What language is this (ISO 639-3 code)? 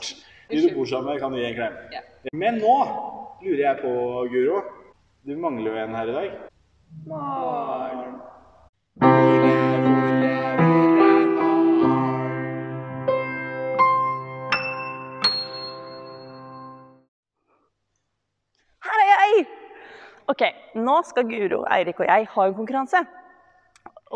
nor